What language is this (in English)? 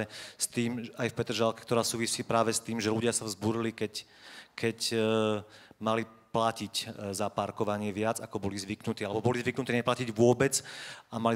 Slovak